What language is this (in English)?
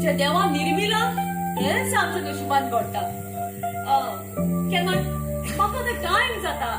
Konkani